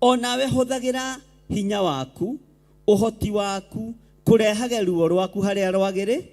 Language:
Kikuyu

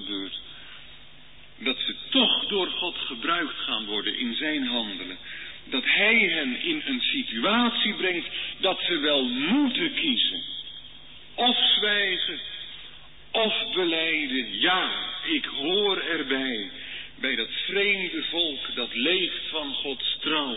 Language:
Dutch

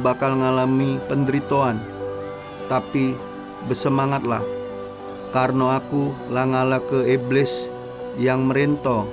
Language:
Musi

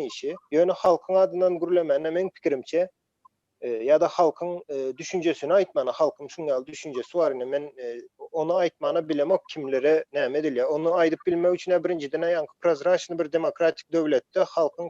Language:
Turkmen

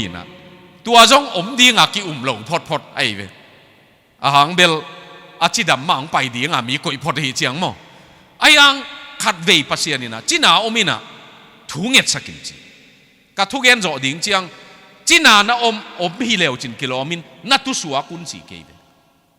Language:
Tedim Chin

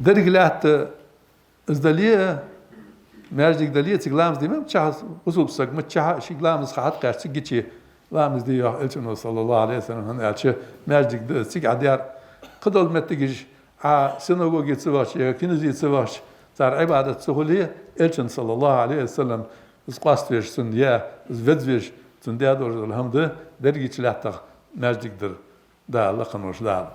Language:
Ingush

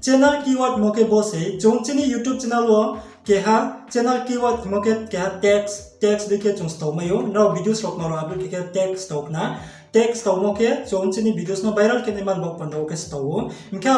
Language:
Riang (India)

